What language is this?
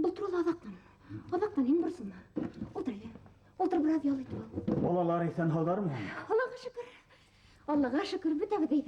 Bashkir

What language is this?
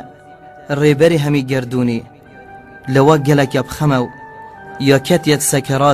Kurdish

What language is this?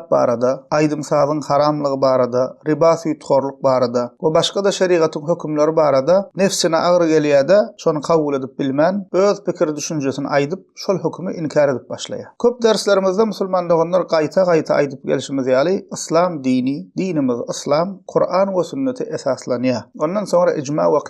Turkmen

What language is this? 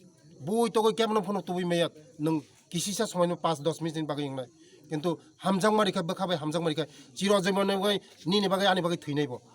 Kok Borok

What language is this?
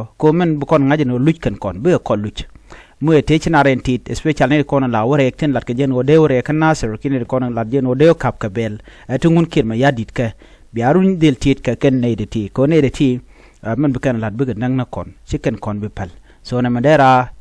Nuer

